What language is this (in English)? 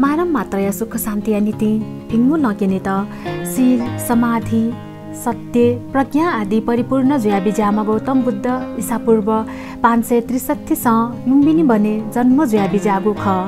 Newari